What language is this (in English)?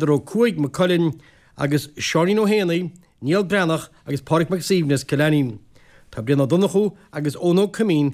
Irish